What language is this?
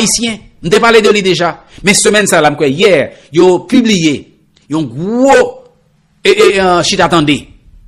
Haitian Creole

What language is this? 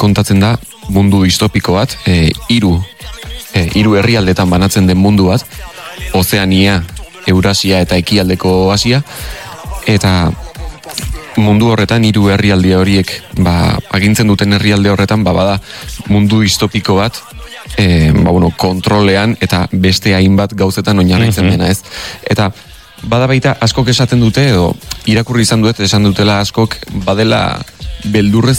Basque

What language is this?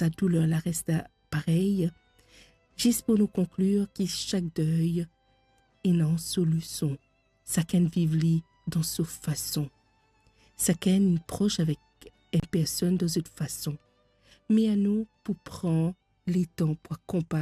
Morisyen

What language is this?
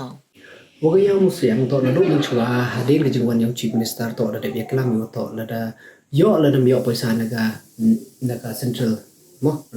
Pnar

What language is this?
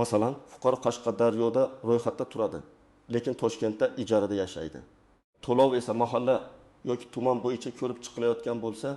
Uzbek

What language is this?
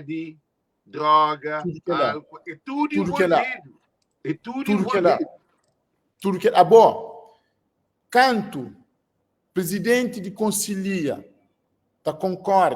Kabuverdianu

